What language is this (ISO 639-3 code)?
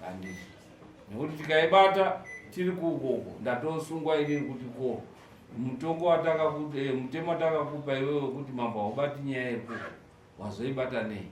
sna